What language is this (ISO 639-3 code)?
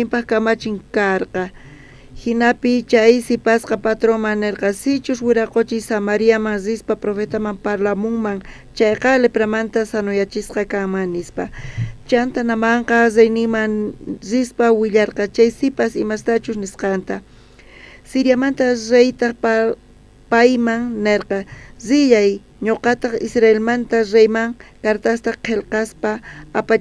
quh